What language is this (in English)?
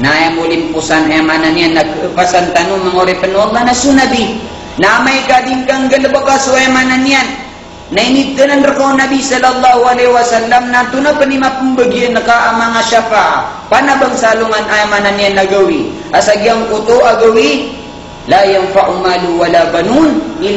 Maranao